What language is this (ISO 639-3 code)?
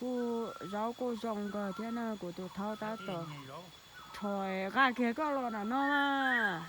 hmn